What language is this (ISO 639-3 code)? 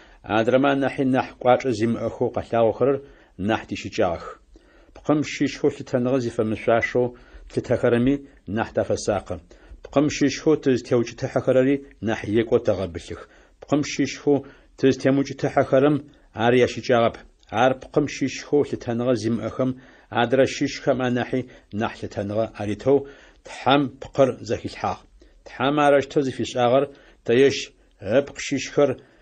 ady